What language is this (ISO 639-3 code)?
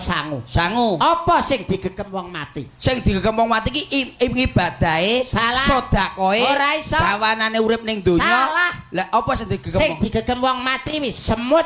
jav